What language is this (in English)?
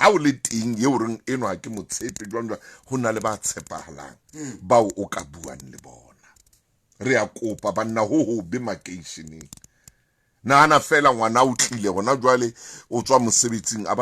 Southern Sotho